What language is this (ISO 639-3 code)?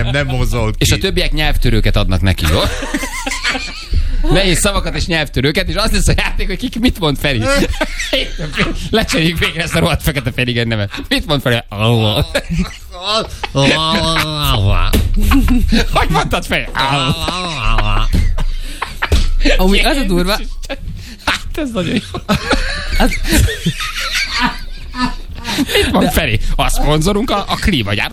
hun